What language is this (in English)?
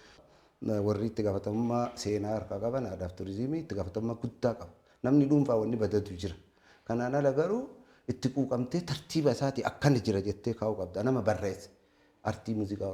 Oromo